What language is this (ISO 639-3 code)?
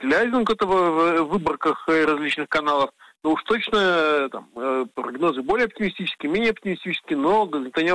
rus